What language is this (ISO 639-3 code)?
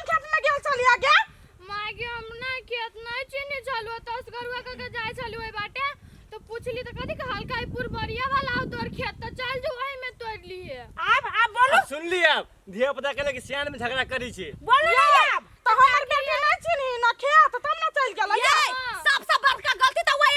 mai